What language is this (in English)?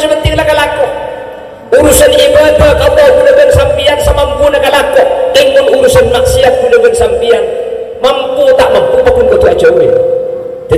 Madurese